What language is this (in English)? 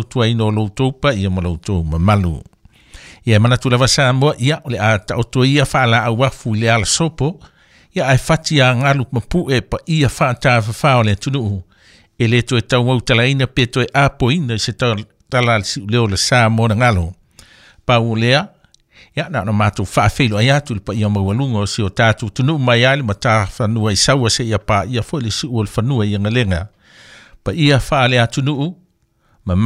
Samoan